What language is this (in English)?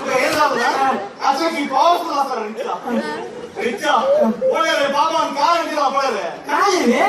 Konkani